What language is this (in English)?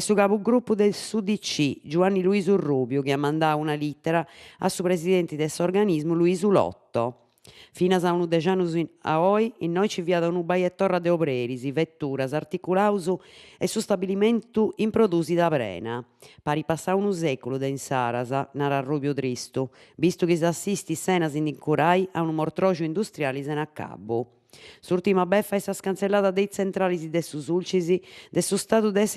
Sardinian